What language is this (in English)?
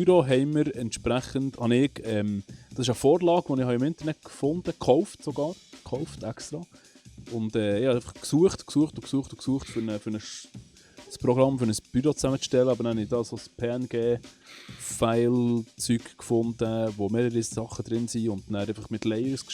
Swiss German